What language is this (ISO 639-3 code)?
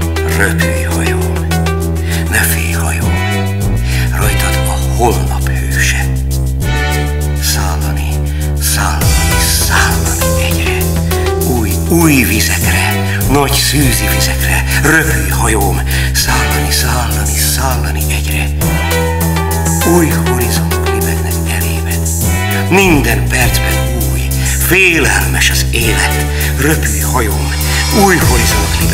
hun